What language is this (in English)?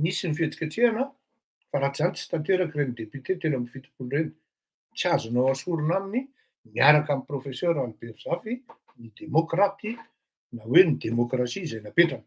Malagasy